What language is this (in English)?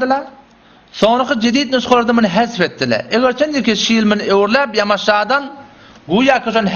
Turkmen